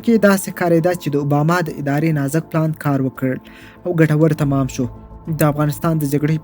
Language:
Pashto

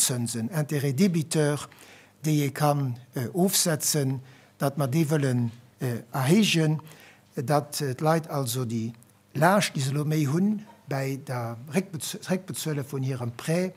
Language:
Luxembourgish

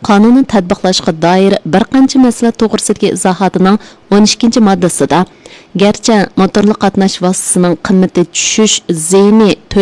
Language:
Uyghur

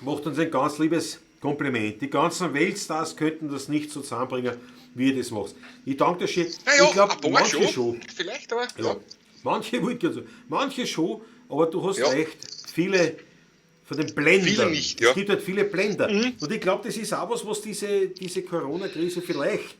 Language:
Bavarian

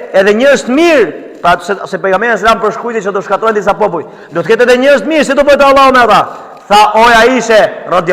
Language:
Albanian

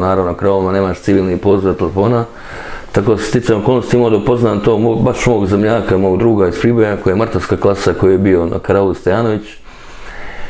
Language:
Serbian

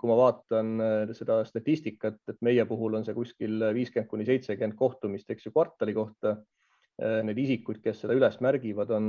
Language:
Estonian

